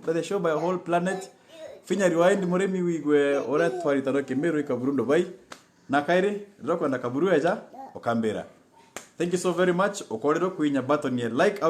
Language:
Meru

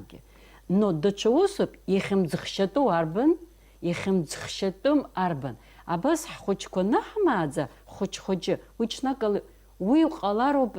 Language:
Abkhazian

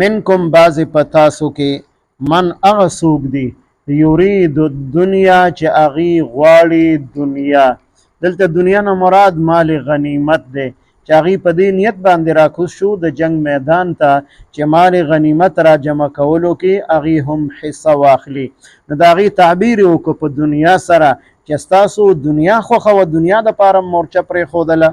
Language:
Pashto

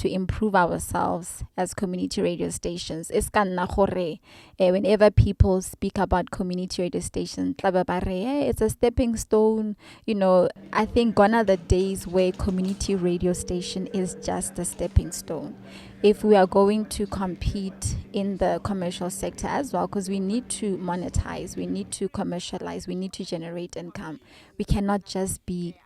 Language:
Tswana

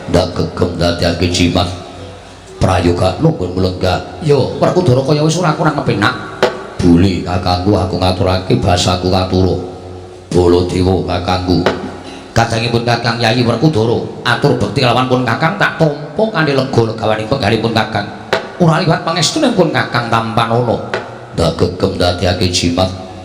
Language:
Javanese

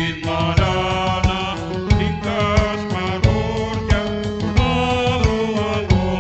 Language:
Batak Simalungun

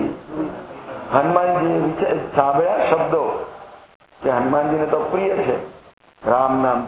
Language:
Gujarati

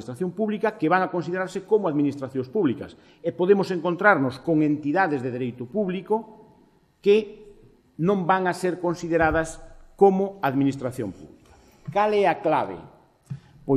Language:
Galician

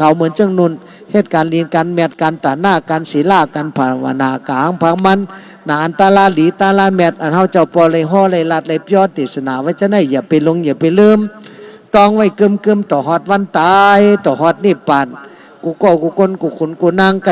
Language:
Shan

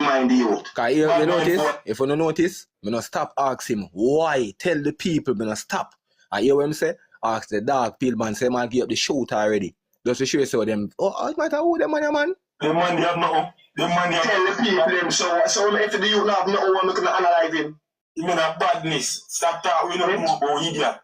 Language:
Jamaican Creole English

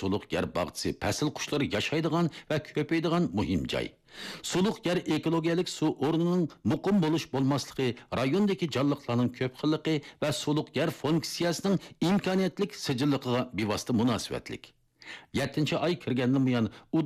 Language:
Uyghur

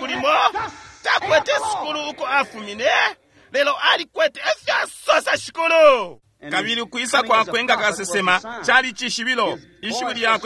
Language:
Bemba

